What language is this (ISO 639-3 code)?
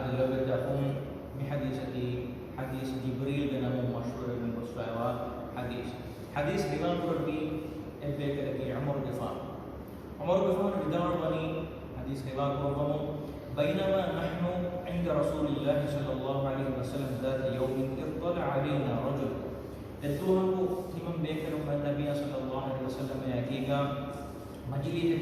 div